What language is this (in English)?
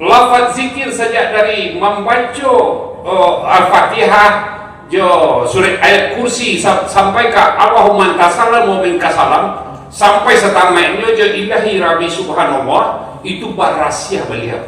Minangkabau